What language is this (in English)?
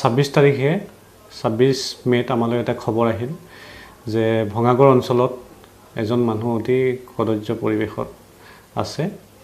Assamese